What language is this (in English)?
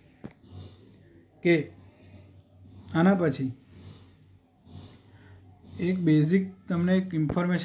Gujarati